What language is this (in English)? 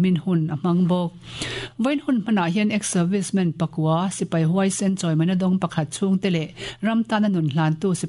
Mizo